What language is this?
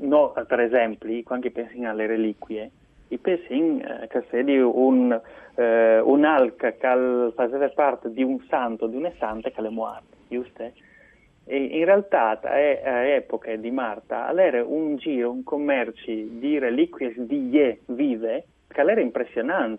Friulian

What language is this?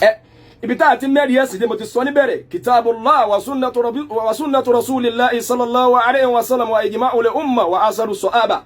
Yoruba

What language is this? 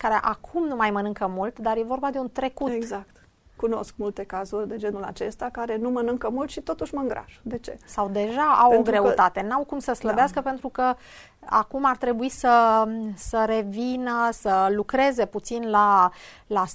Romanian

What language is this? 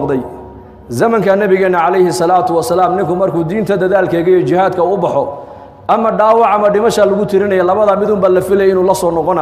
Somali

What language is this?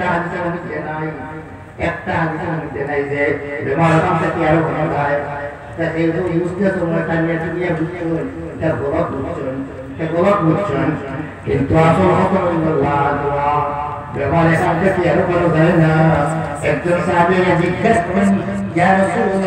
Sylheti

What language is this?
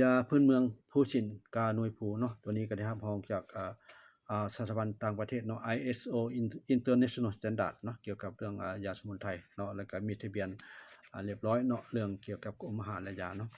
Lao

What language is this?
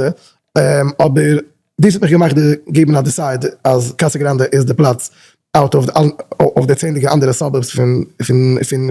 Yiddish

